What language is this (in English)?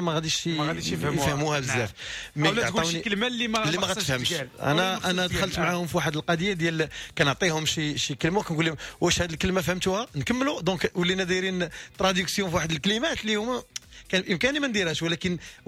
Moroccan Arabic